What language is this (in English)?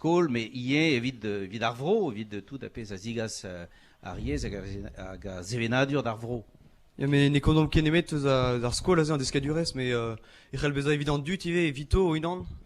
Breton